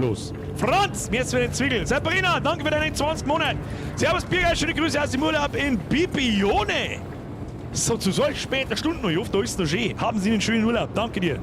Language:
Bavarian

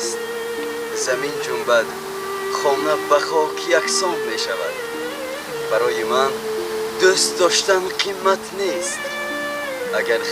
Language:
Tajik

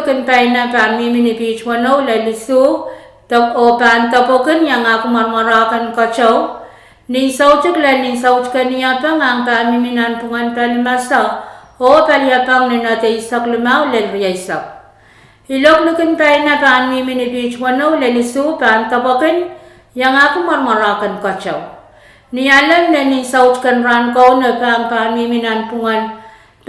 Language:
Pohnpeian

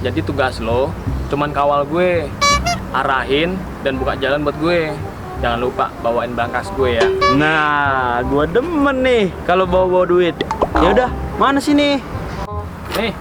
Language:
Betawi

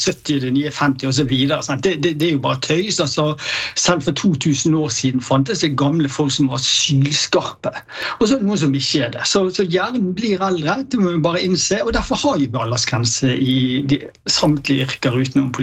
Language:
Norwegian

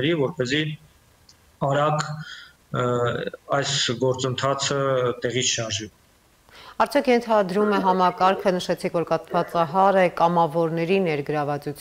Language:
Armenian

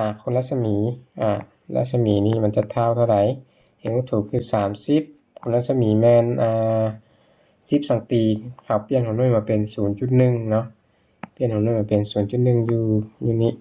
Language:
Lao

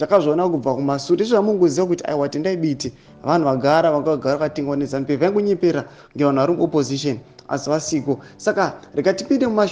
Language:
Shona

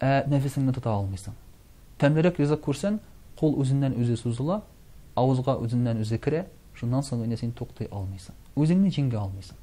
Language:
Tatar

